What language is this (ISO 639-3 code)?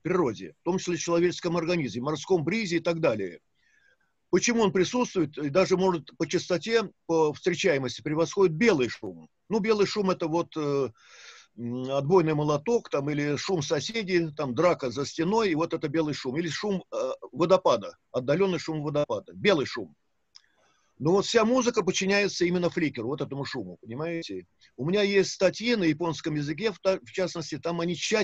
rus